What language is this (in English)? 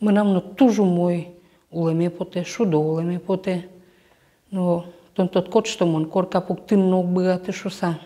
Udmurt